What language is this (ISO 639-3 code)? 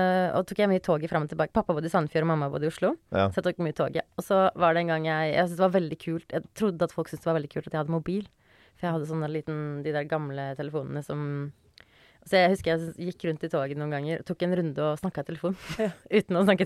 nor